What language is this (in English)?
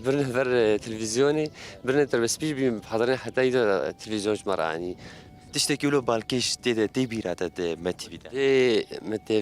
Kurdish